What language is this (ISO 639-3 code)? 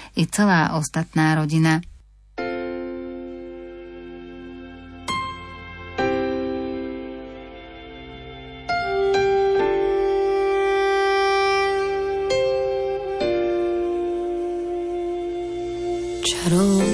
slk